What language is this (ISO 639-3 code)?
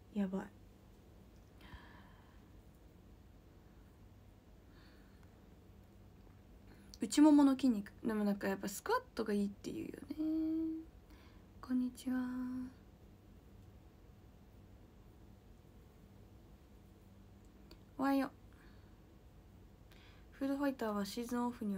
jpn